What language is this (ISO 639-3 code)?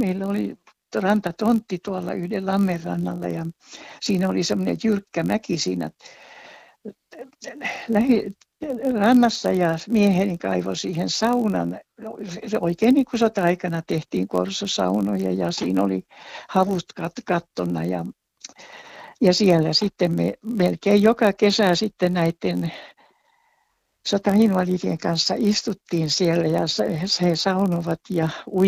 fin